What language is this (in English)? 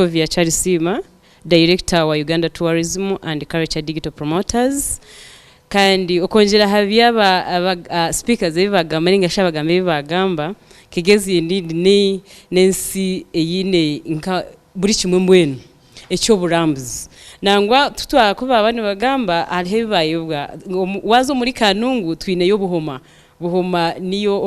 Nyankole